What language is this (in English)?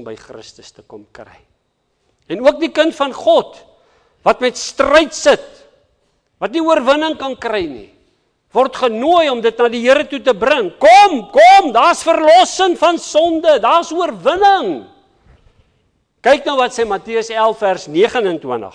Afrikaans